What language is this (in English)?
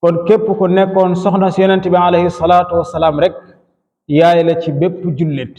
Wolof